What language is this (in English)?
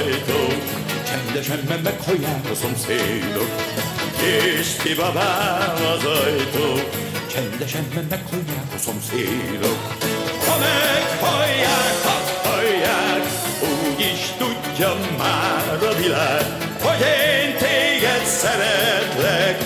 Hungarian